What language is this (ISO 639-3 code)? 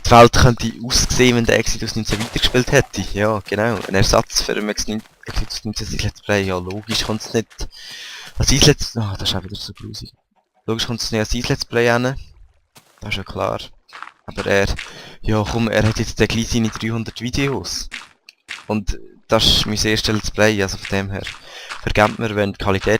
gsw